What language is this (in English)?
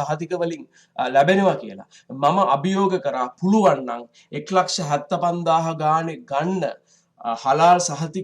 Sinhala